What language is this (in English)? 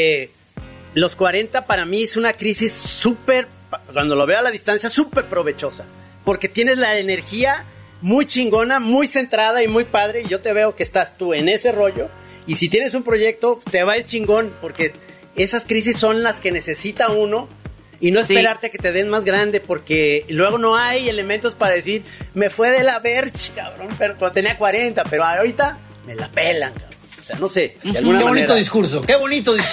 Spanish